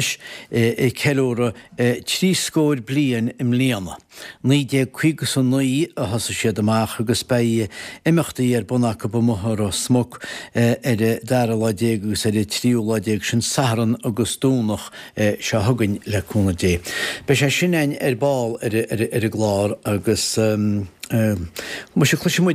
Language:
Irish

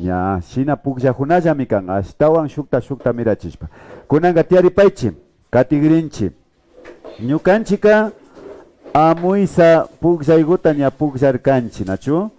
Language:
Imbabura Highland Quichua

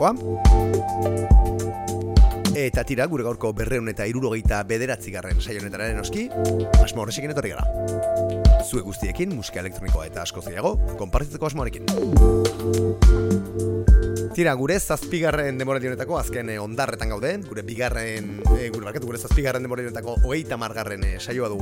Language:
Basque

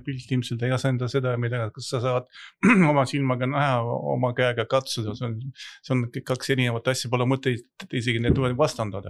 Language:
Estonian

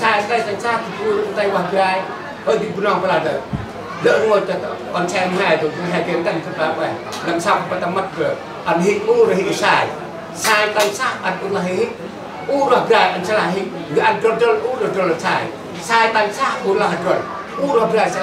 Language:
Central Mnong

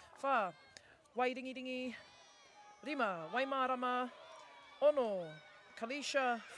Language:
Māori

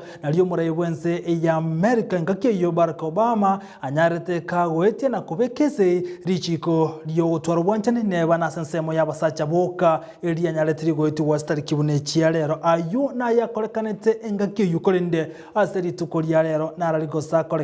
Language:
Gusii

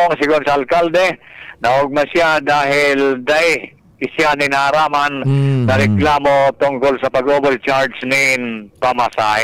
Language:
Bikol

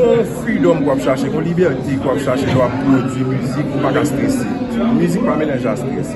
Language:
Haitian Creole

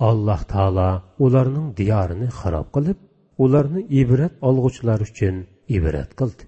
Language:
Uyghur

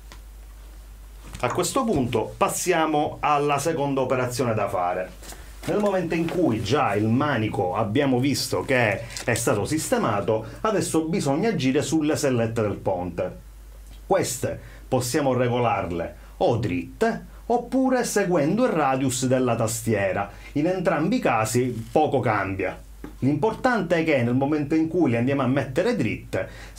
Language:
Italian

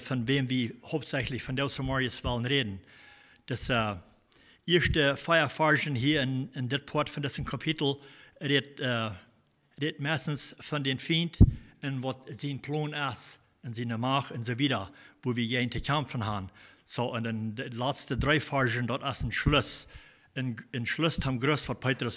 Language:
Plautdietsch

